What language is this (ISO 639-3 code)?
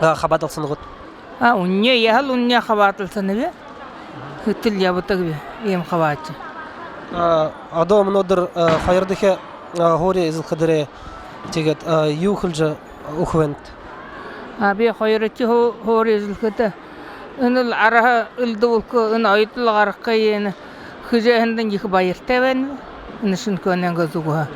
bua